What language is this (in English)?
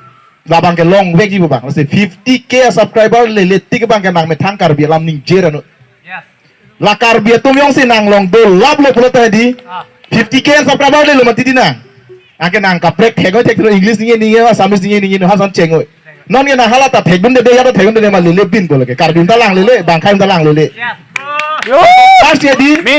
Karbi